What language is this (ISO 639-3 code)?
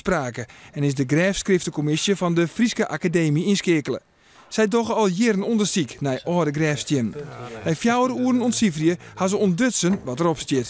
fry